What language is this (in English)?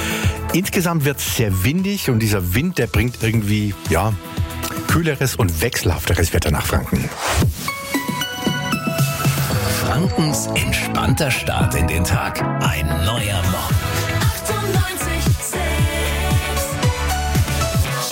German